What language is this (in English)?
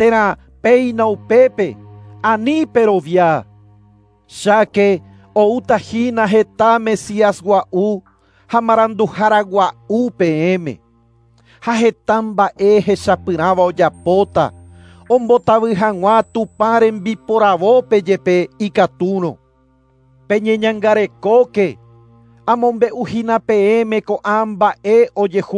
Guarani